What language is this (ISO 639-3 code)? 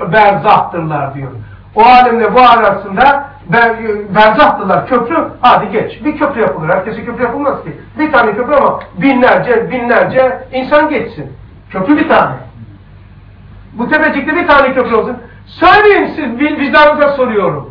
tur